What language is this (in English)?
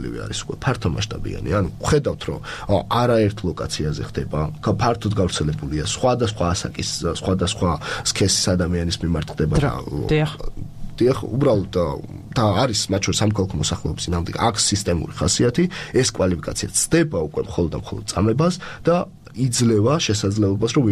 Georgian